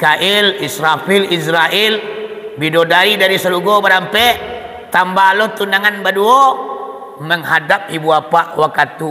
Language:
Minangkabau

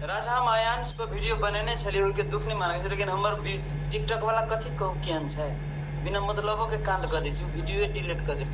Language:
Maithili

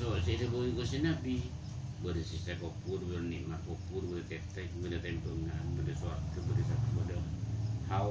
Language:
Madurese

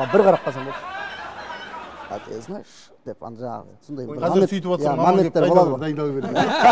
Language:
Kazakh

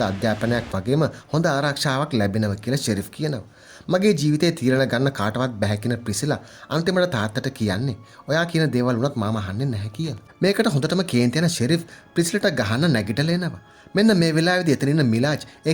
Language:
Sinhala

